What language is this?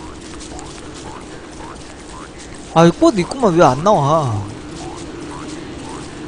Korean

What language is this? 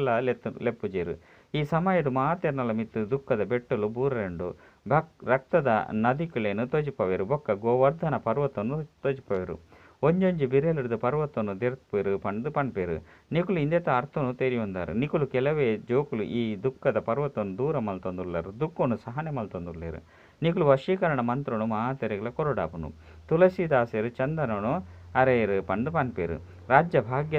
Tulu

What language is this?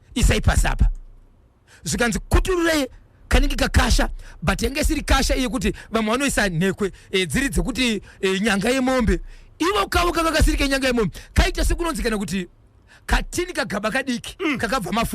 Shona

